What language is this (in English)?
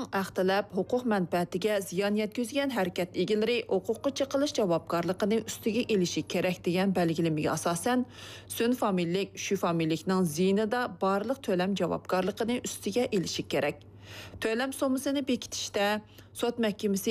Uyghur